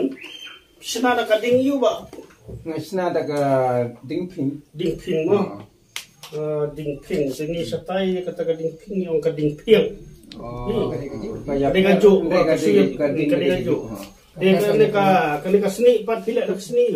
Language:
Khasi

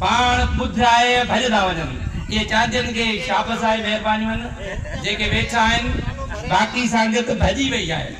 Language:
Sindhi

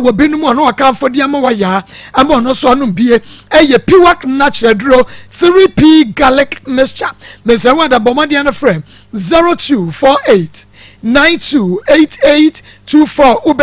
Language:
Akan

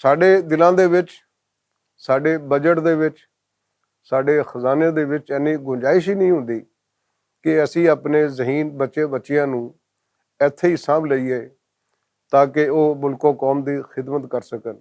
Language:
Western Panjabi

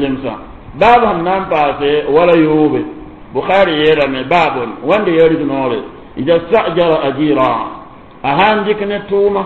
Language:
Mossi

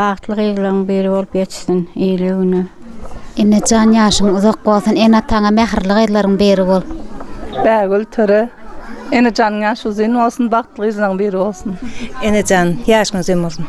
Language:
Turkmen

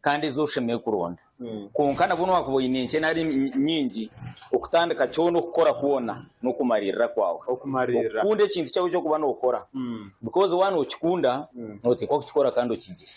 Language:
Nyankole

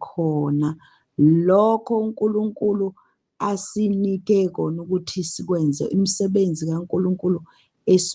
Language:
Zulu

